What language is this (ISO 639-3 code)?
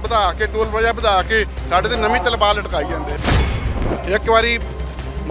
pan